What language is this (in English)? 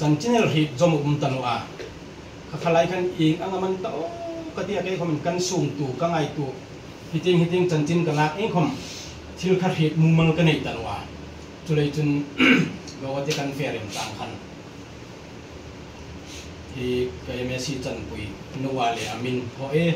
Hmar